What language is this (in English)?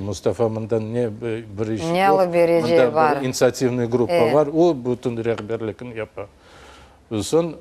Crimean Tatar